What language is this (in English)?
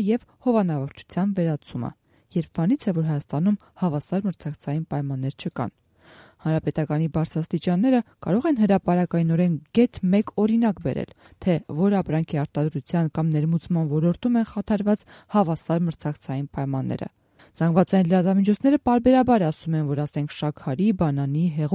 Armenian